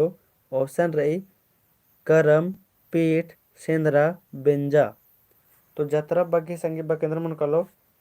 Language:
Kurukh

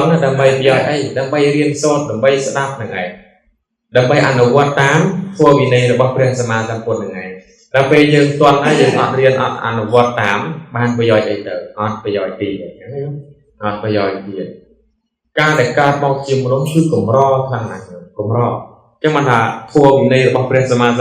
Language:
Khmer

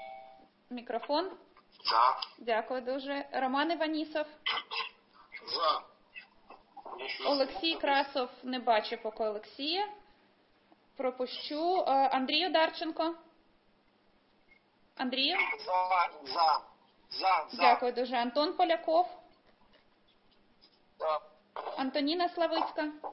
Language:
Ukrainian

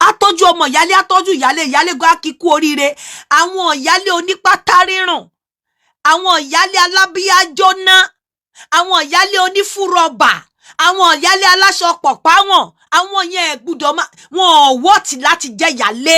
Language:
Yoruba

